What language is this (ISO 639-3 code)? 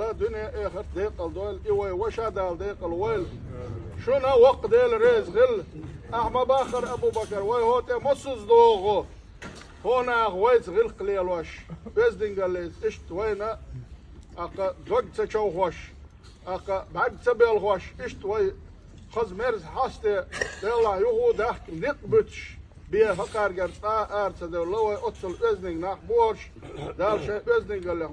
che